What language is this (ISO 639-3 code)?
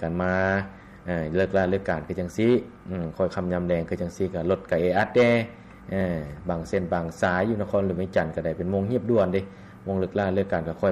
lao